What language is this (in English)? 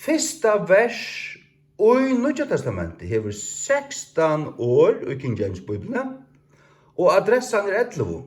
Faroese